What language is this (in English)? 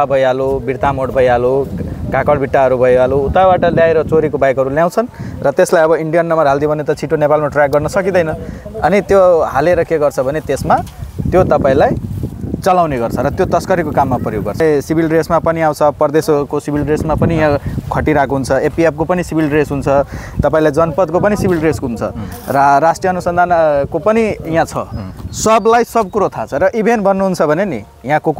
Nepali